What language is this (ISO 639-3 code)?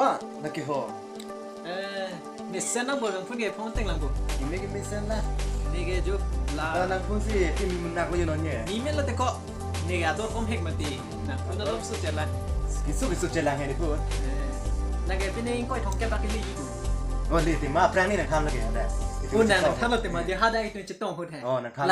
mjw